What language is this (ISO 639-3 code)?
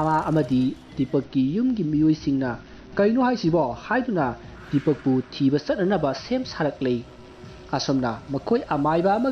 mni